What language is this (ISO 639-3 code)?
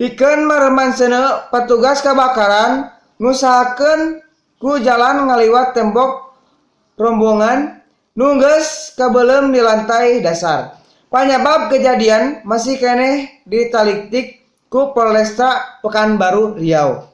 sun